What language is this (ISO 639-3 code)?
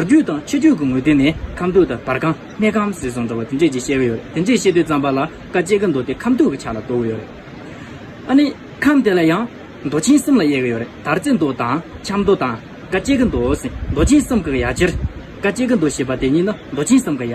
bod